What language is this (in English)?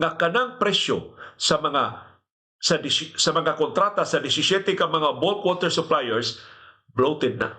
Cebuano